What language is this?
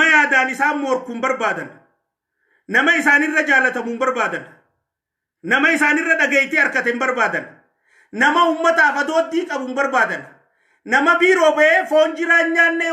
Oromo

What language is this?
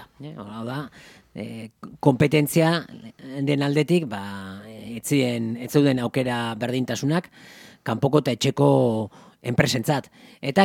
Basque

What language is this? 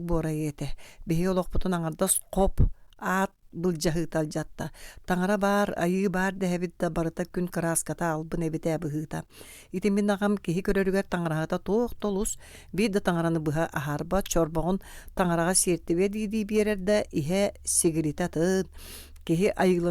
Yakut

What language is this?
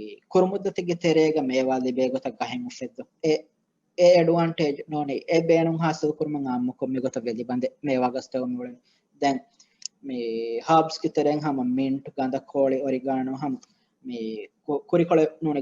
Divehi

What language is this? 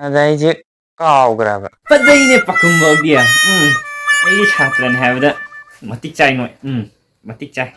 Manipuri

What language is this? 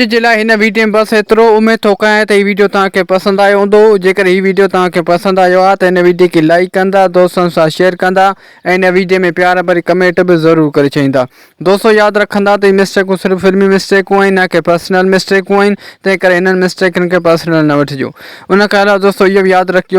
Sindhi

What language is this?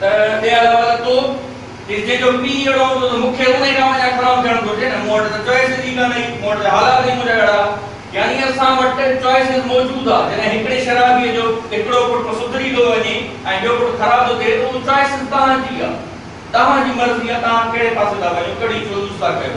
Sindhi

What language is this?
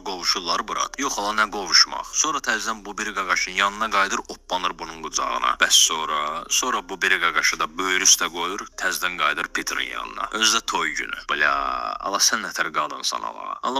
Azerbaijani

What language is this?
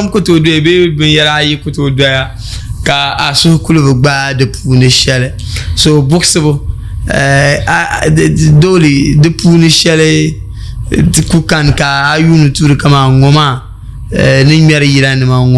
Dagbani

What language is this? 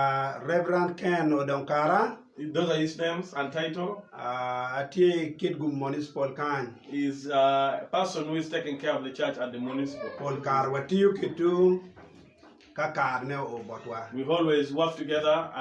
Acoli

